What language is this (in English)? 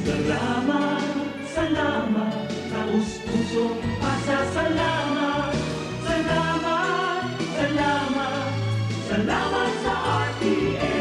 Bikol